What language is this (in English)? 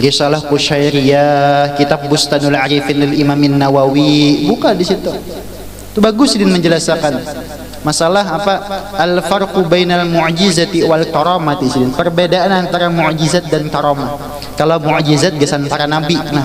Banjar